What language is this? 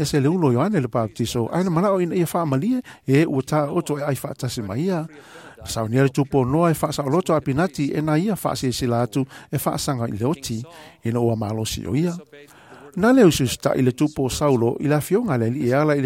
Samoan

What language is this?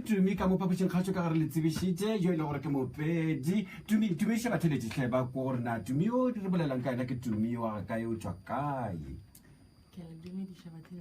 Northern Sotho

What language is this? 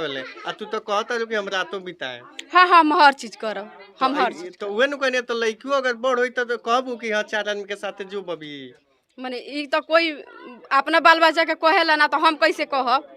Bhojpuri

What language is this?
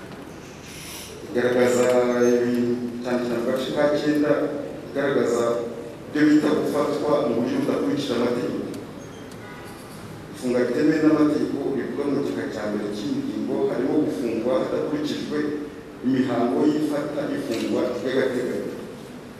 Kinyarwanda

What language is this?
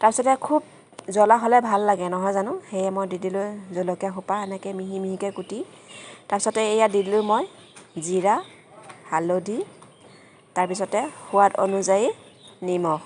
Assamese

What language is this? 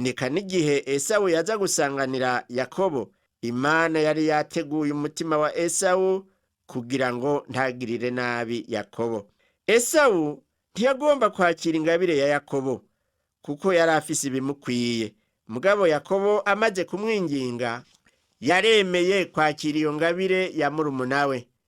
Rundi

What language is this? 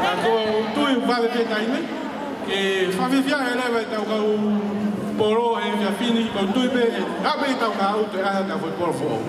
Tongan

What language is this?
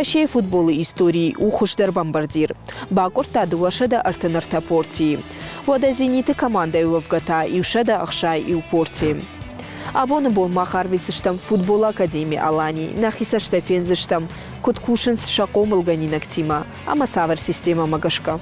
Ossetic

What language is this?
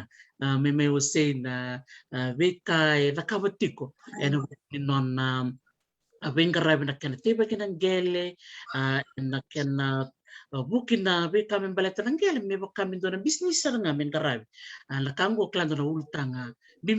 Fijian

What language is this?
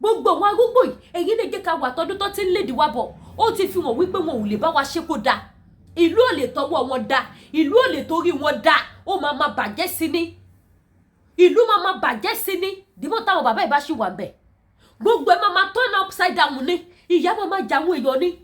Yoruba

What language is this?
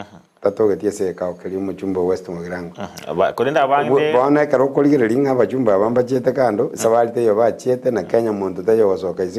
Gusii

